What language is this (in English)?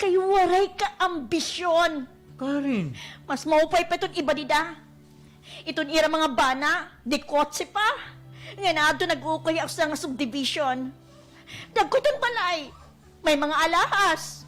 Waray